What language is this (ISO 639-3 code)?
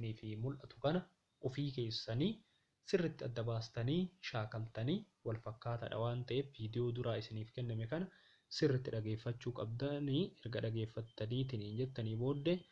orm